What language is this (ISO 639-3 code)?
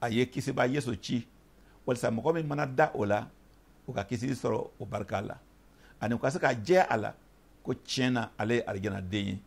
bam